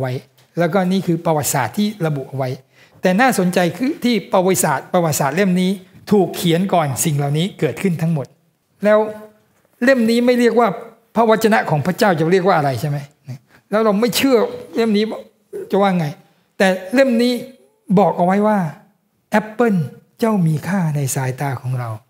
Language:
Thai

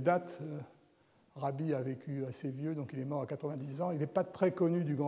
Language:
French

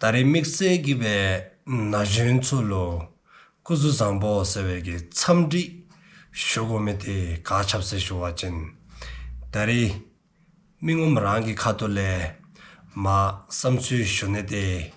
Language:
Dzongkha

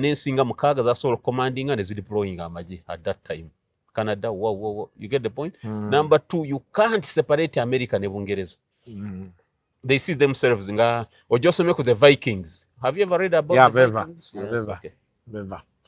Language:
Ganda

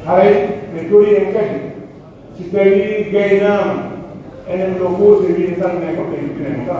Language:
Pular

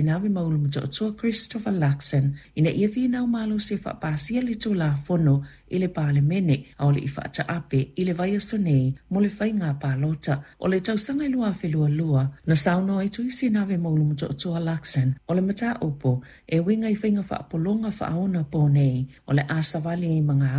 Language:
Samoan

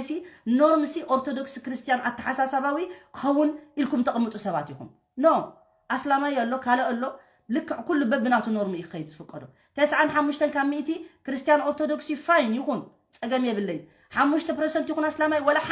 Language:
Tigrinya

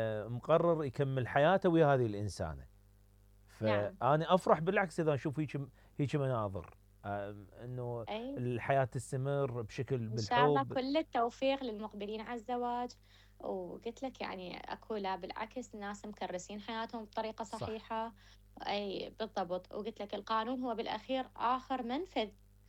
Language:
Mesopotamian Arabic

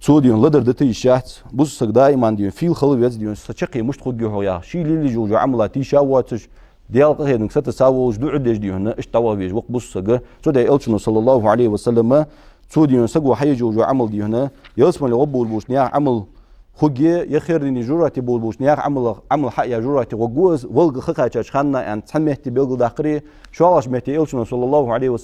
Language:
Ingush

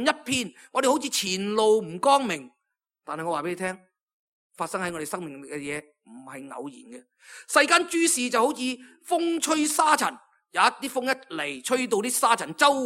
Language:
Cantonese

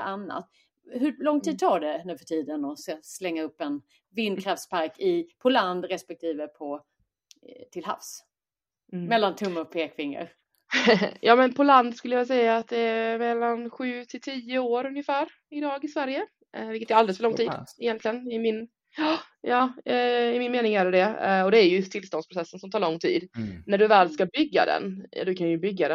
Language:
Swedish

